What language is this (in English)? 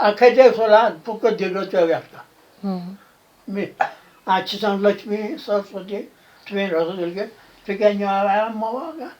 Newari